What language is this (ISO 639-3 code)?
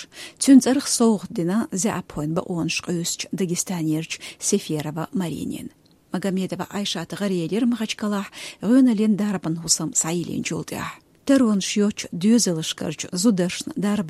che